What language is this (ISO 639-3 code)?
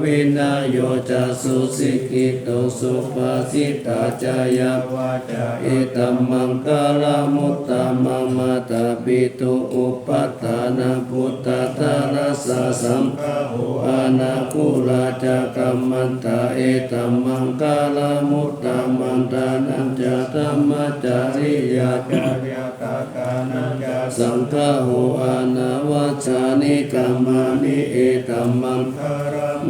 pli